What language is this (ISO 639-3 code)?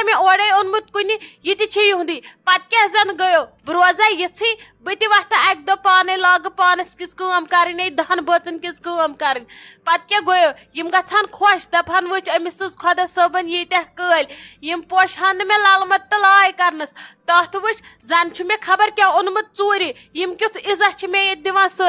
kas